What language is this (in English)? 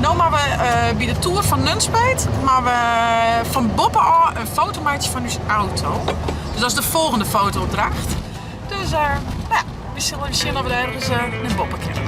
Western Frisian